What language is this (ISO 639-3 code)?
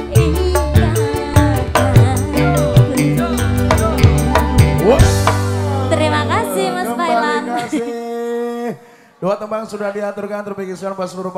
ind